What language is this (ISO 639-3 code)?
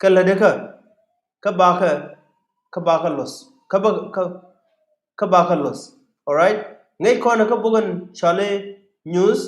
nus